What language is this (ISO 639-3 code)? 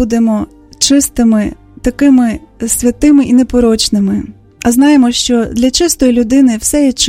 ukr